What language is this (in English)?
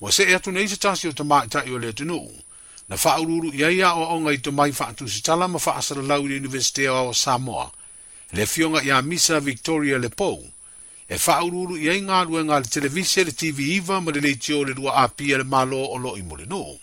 Samoan